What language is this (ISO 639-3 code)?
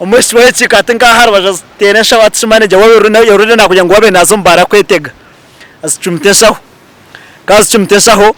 nyn